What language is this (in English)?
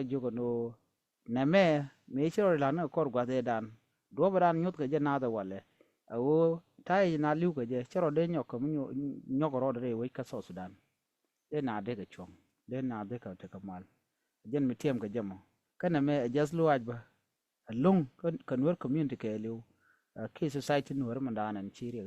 Nuer